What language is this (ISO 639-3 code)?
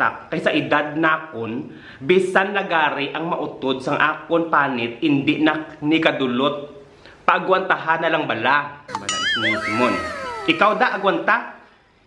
hil